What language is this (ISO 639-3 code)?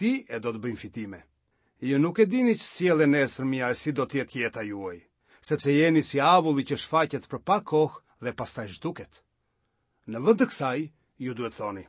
sqi